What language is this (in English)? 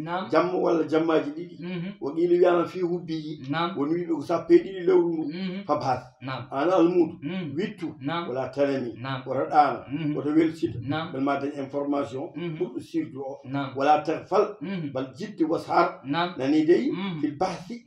Fula